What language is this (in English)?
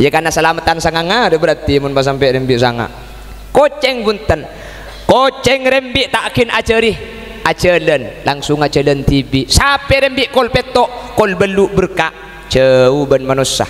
Madurese